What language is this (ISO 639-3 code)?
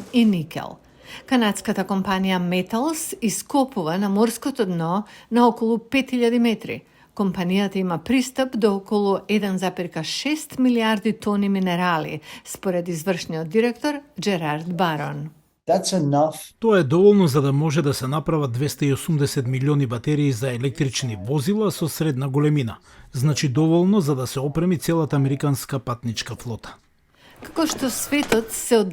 mkd